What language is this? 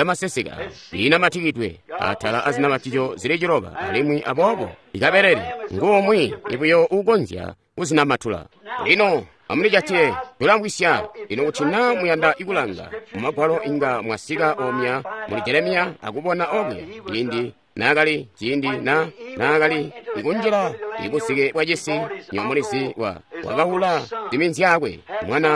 Tonga (Zambia)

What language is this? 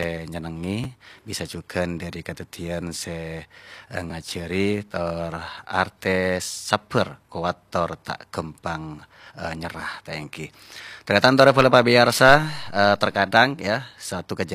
Madurese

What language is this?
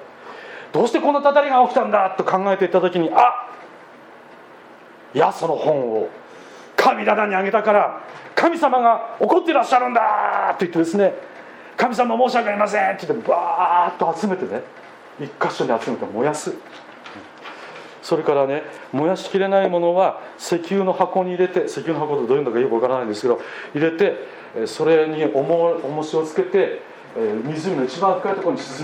Japanese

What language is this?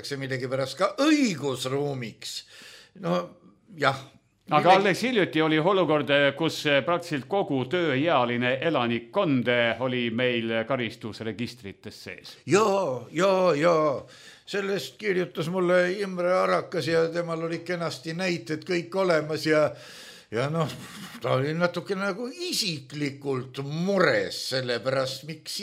Estonian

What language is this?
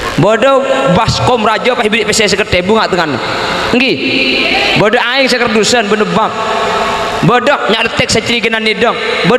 Madurese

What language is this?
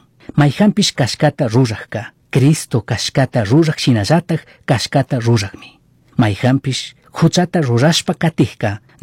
Chimborazo Highland Quichua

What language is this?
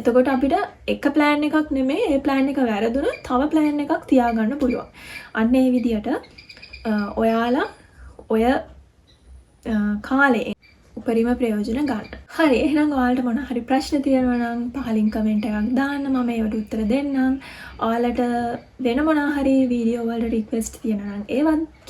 Sinhala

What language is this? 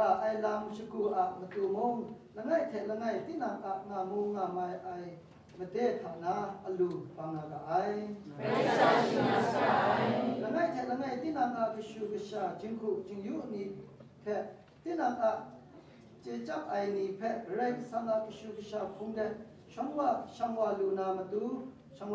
Kachin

